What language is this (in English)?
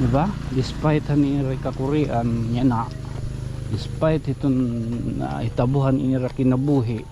Waray